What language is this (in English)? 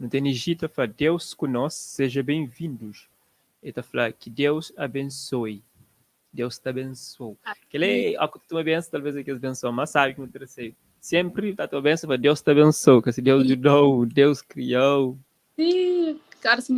Kabuverdianu